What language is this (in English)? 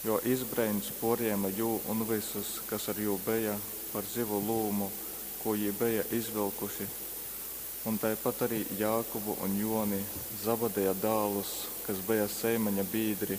Latgalian